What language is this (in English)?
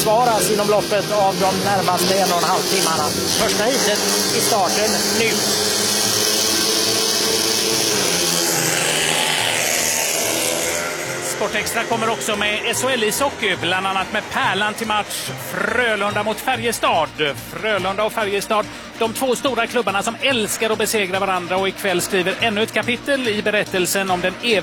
Swedish